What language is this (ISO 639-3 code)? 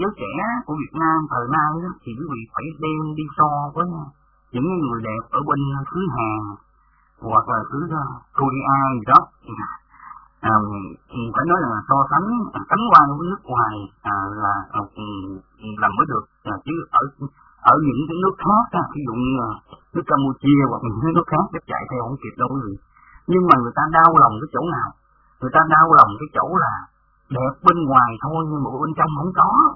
vie